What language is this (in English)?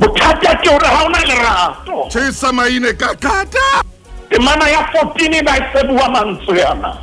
Southern Sotho